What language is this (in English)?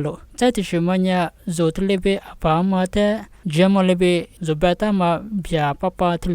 Lisu